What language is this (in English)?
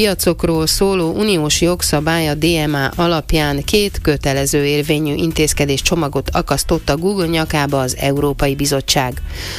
Hungarian